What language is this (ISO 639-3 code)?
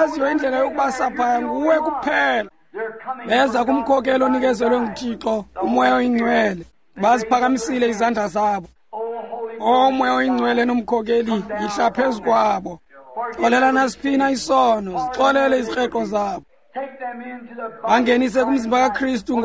xho